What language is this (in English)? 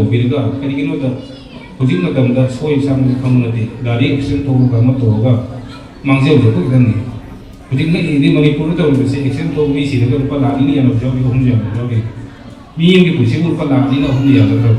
Manipuri